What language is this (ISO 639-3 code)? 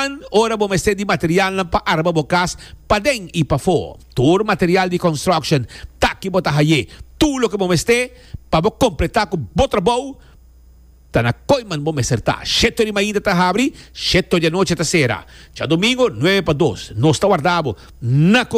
pap